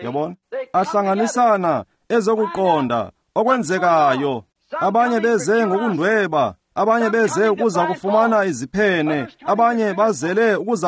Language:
Xhosa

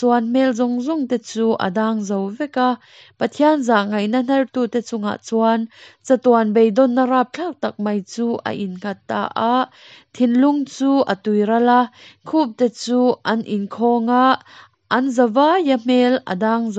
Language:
Hakha Chin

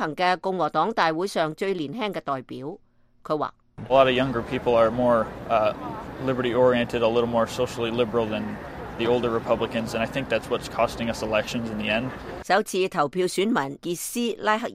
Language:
Cantonese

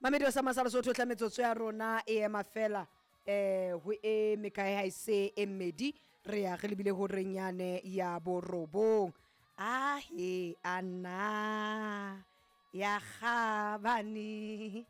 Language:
Southern Sotho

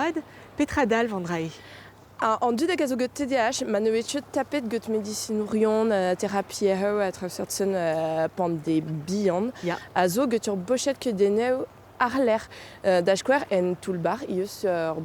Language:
Breton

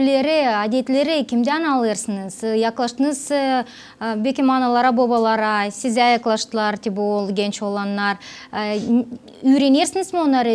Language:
Gagauz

